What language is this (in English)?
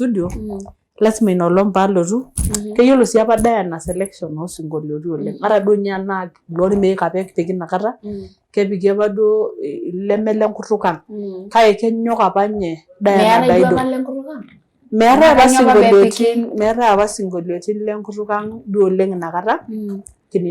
Masai